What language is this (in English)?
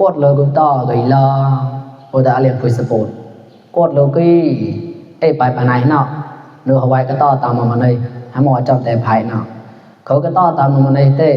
Mon